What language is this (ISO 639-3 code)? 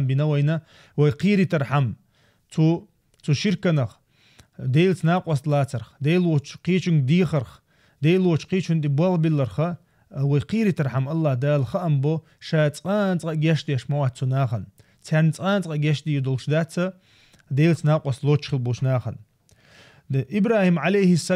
che